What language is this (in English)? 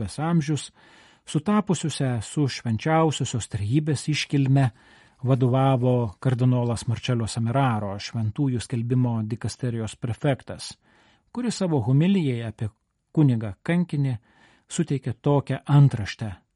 Lithuanian